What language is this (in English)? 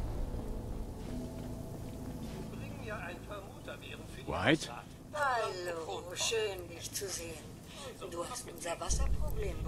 German